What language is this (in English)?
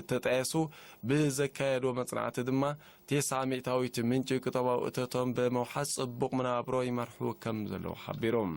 Tigrinya